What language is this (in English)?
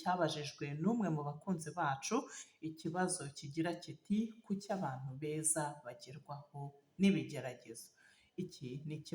Kinyarwanda